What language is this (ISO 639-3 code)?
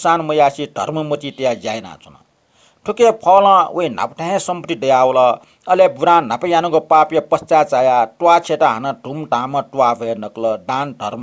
new